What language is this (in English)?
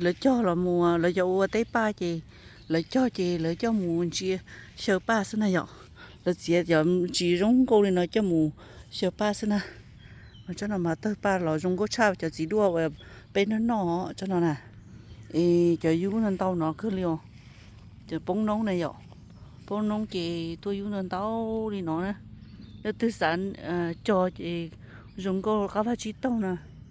Hmong